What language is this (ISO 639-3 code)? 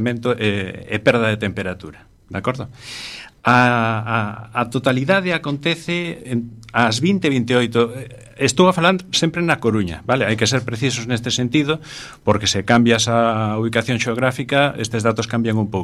glg